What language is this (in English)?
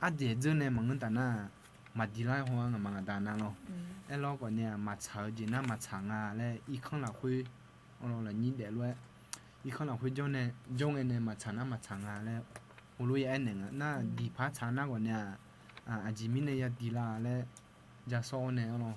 Akha